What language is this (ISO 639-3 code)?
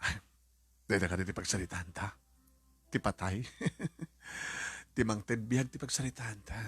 ilo